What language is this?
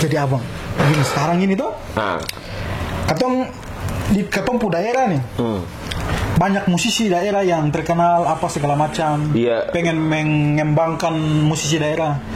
Ambonese Malay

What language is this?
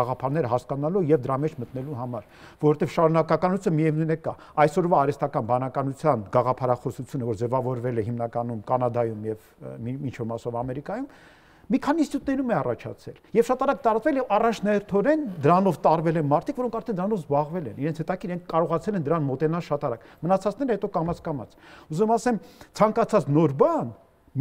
Armenian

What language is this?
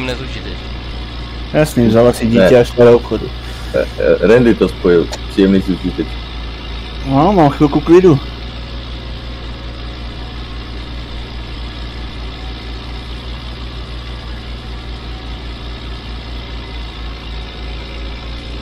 Czech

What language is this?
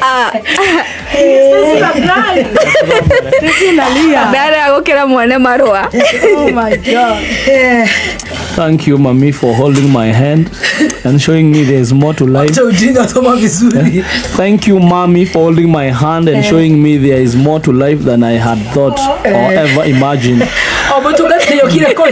Kikuyu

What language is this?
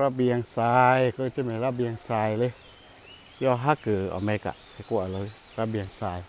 Lahu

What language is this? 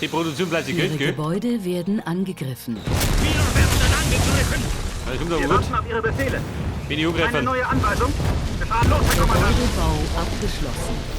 Bavarian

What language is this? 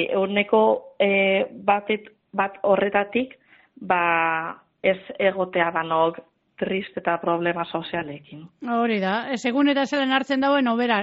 Basque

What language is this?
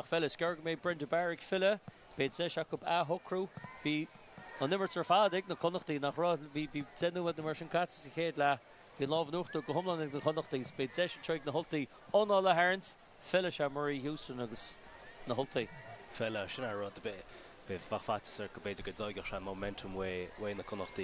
Irish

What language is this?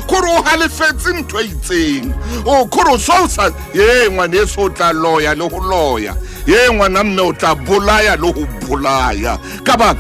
Southern Sotho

